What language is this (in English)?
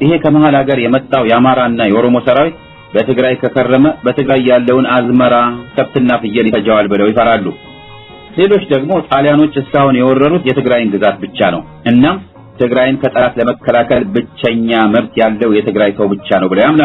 Amharic